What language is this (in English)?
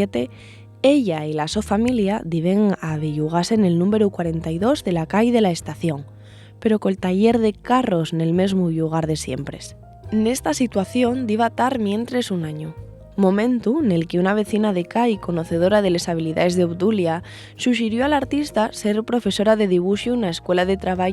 Asturian